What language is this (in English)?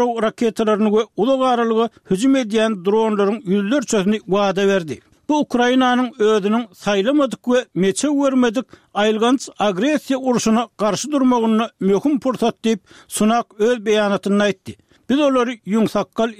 Turkmen